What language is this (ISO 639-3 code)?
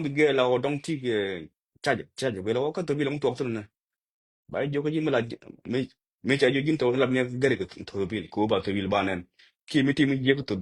nus